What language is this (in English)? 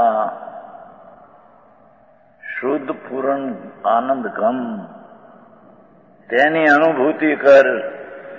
Gujarati